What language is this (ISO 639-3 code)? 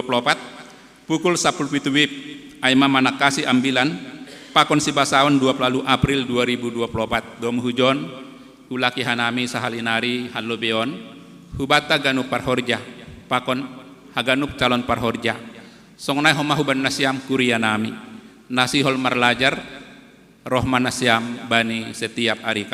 bts